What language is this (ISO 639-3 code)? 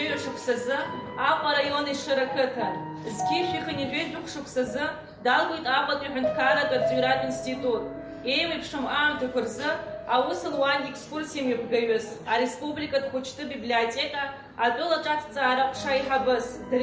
abk